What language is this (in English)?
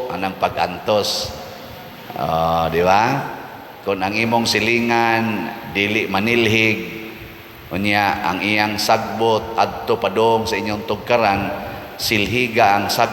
Cebuano